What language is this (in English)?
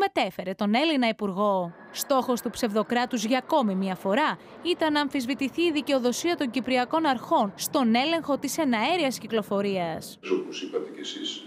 Greek